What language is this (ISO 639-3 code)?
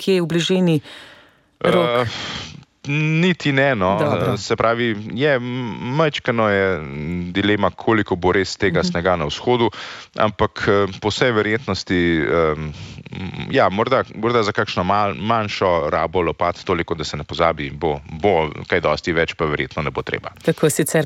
slv